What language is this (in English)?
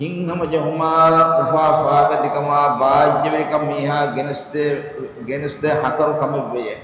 Divehi